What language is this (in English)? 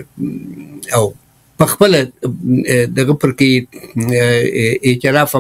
Pashto